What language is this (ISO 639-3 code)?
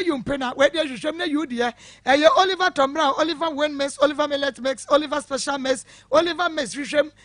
aka